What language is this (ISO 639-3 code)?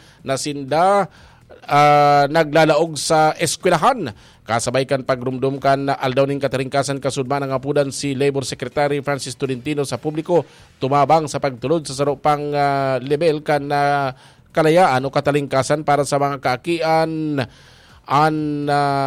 bik